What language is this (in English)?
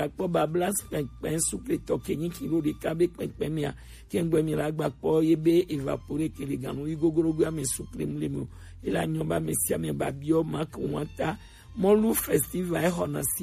Gen